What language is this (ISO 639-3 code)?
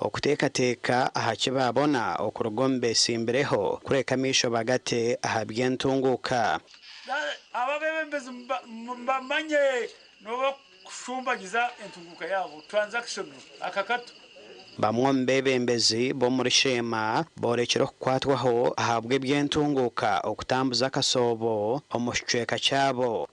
nyn